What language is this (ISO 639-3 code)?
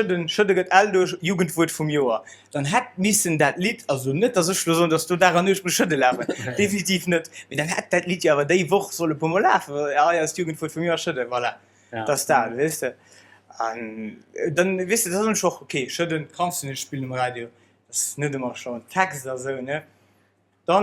ltz